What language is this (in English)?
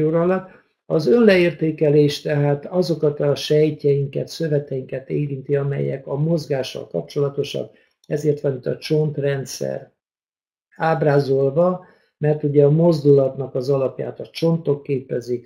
Hungarian